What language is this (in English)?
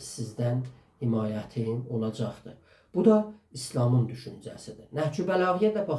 South Azerbaijani